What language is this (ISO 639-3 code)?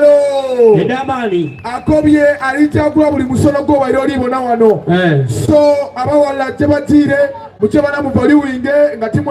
xog